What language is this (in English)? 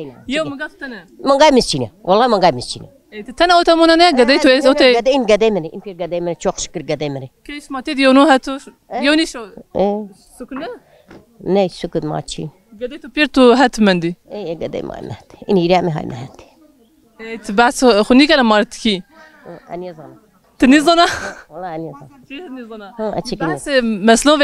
Zaza